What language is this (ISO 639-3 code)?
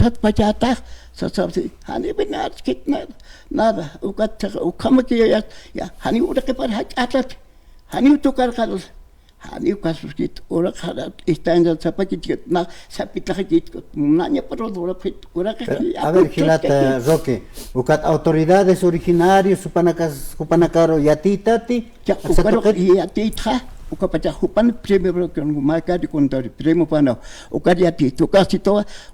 aym